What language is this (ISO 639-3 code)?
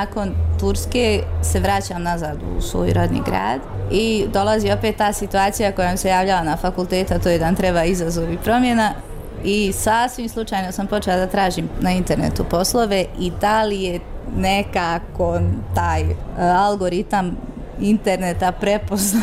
bos